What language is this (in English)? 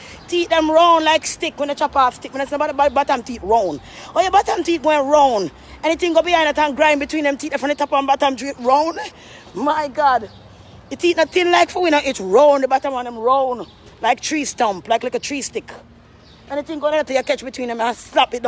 Jamaican Creole English